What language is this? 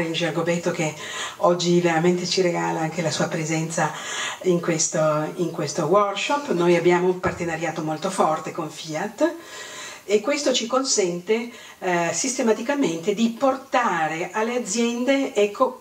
Italian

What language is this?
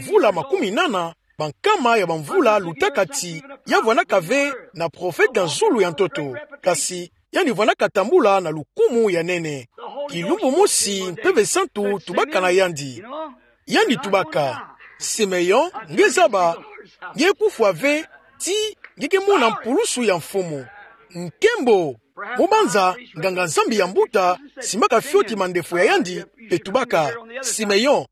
Kituba (Democratic Republic of Congo)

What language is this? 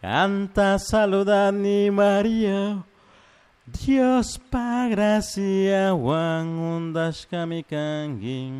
Chimborazo Highland Quichua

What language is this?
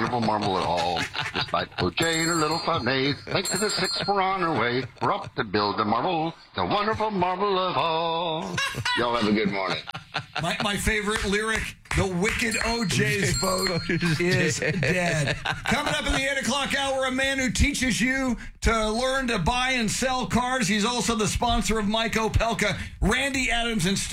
English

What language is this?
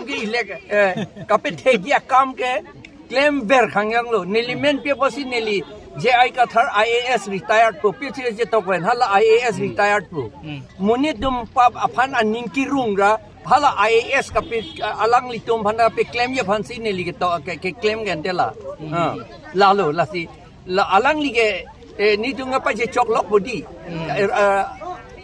Karbi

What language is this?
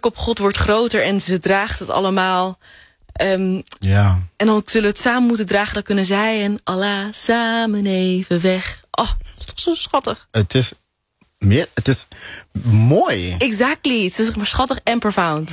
Dutch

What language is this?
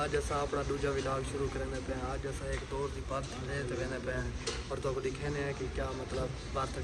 Saraiki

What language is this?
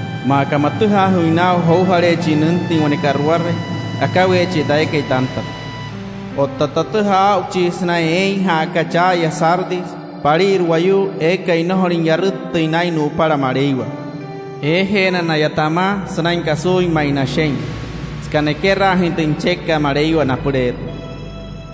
Wayuu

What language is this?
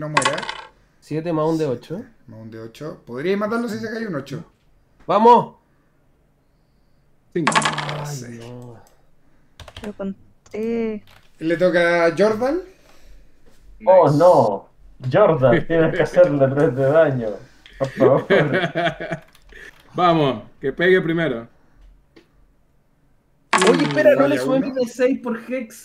Spanish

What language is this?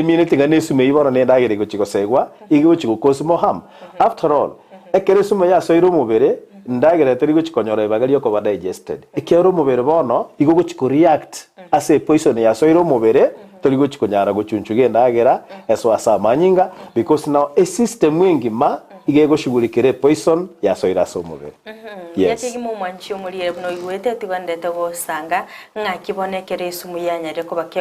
Gusii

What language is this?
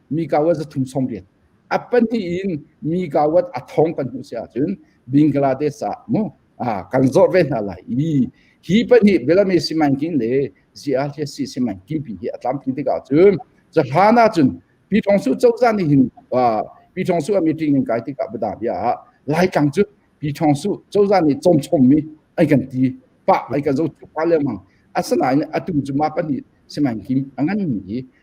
Hakha Chin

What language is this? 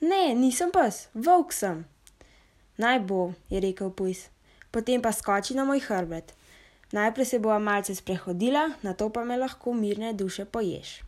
Slovenian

